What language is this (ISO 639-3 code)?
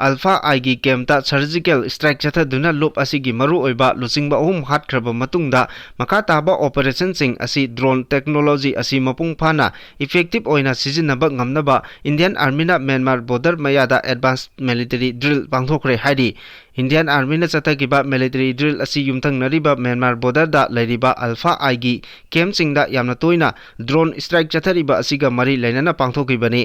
mni